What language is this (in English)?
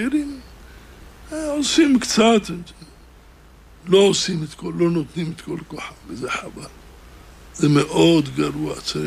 Hebrew